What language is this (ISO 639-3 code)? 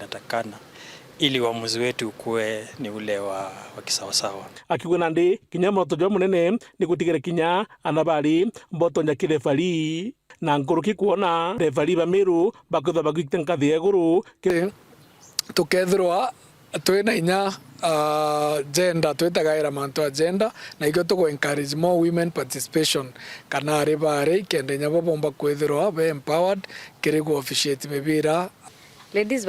mer